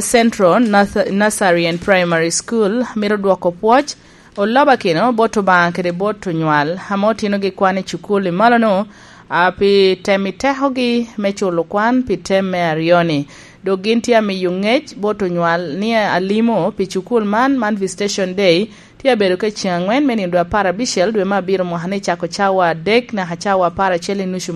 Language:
Lango (Uganda)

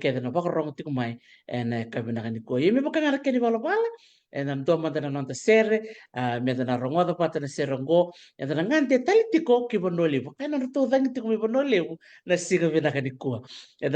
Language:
Fijian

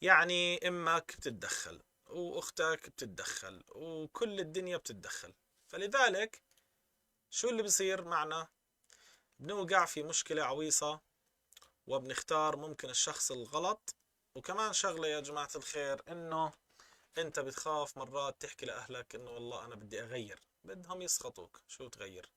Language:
North Levantine Arabic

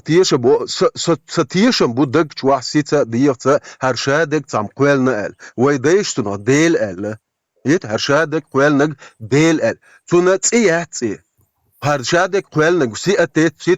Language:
Chechen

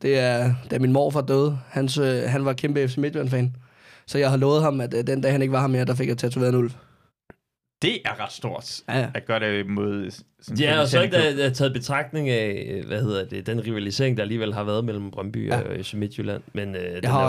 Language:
Danish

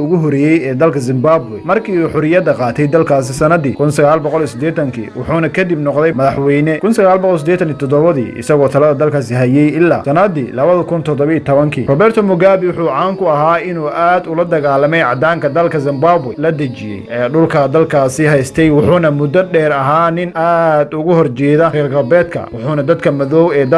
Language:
Somali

